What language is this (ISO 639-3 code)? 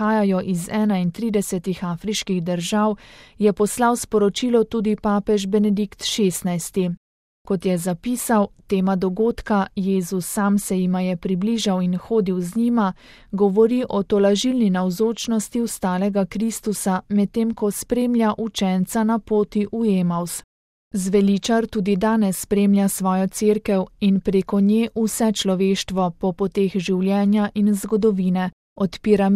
slv